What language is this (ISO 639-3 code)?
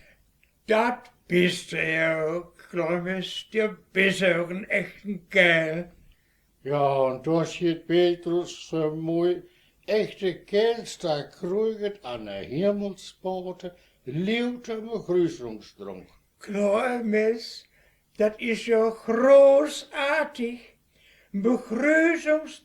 wep